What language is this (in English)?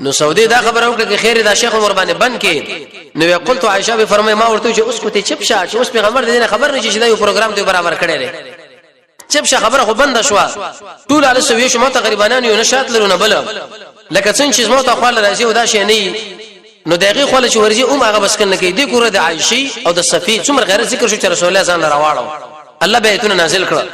Pashto